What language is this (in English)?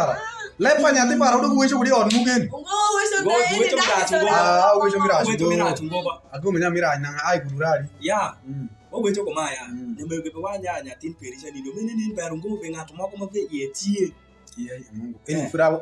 Alur